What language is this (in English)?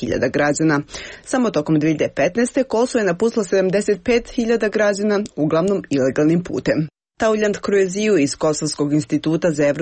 Serbian